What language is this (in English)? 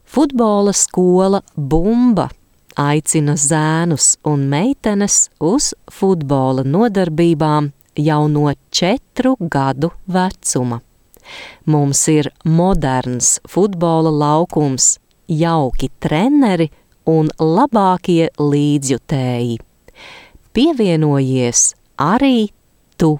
Latvian